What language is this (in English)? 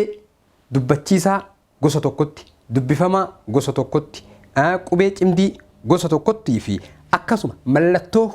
Oromo